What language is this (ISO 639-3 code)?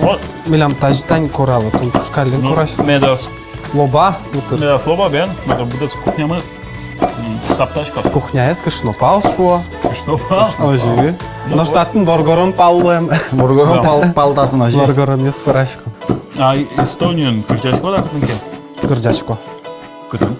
udm